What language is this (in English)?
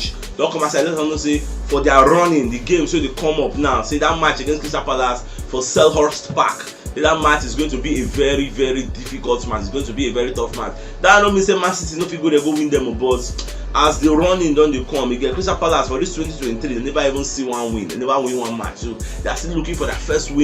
Nigerian Pidgin